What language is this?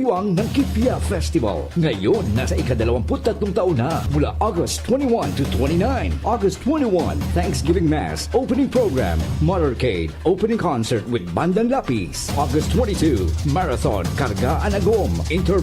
Bikol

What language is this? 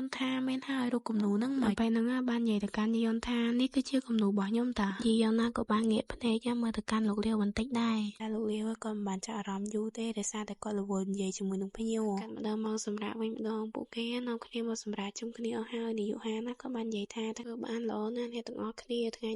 Khmer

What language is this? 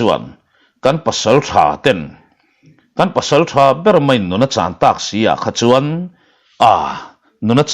Mizo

